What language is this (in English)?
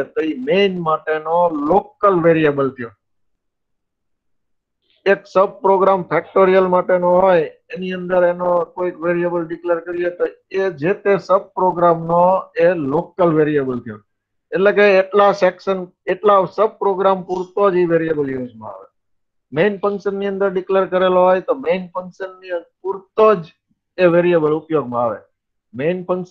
Gujarati